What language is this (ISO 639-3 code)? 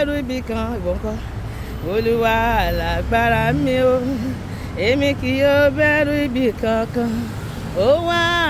yor